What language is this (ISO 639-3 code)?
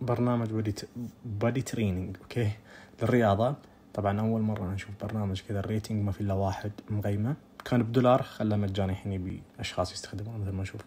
ars